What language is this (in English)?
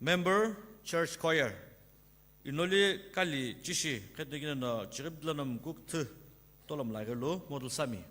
Sumi Naga